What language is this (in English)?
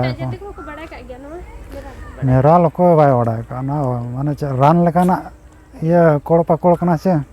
Santali